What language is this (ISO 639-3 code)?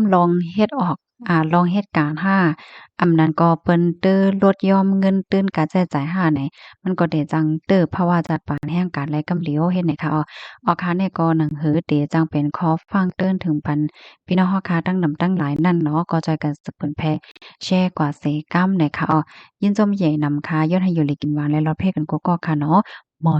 shn